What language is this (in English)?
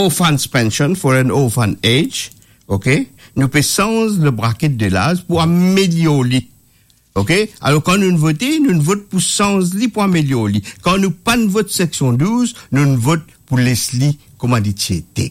Morisyen